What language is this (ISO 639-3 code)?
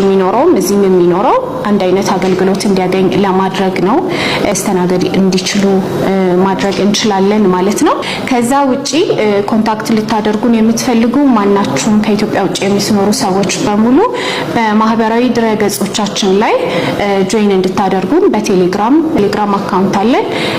amh